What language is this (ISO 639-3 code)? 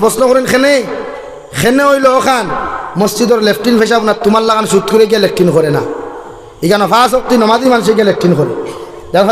syl